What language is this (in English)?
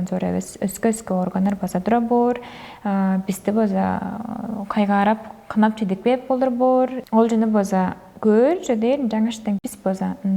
Tuvinian